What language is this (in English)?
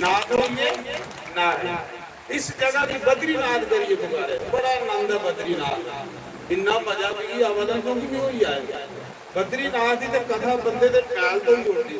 Dogri